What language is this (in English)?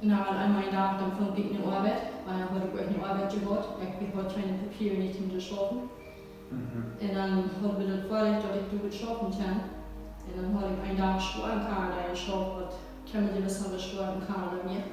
Plautdietsch